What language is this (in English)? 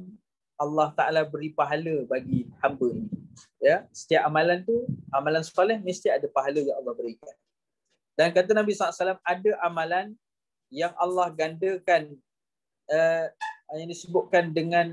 Malay